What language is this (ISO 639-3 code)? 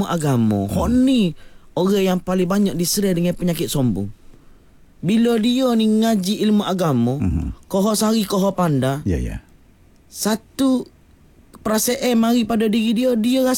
msa